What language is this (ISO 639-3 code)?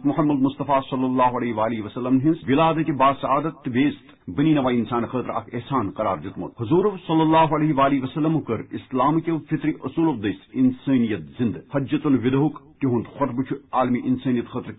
kas